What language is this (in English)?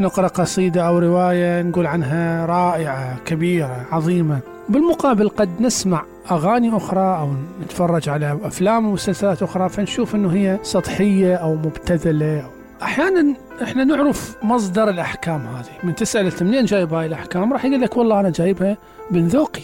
Mesopotamian Arabic